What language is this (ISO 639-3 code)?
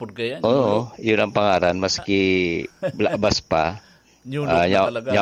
bik